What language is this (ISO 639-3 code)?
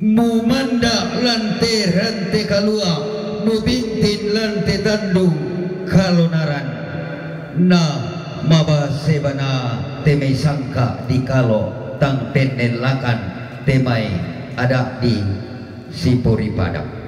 sda